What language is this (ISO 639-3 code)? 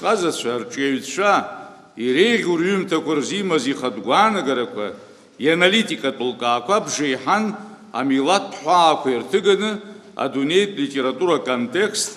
abk